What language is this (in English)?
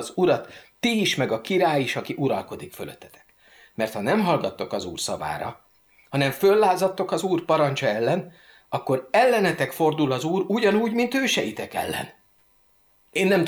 Hungarian